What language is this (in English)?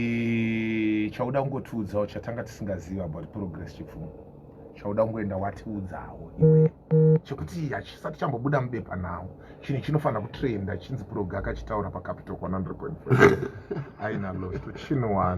Shona